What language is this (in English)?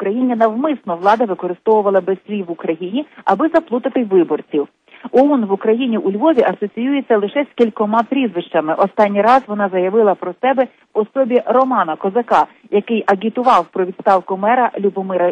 Ukrainian